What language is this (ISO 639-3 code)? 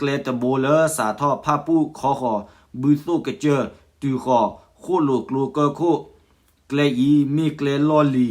ksw